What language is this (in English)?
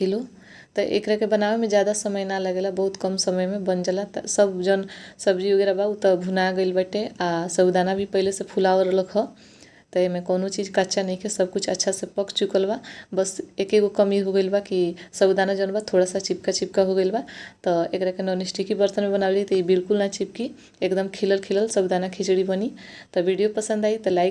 Bhojpuri